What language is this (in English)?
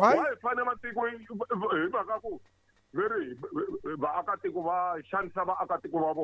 Tsonga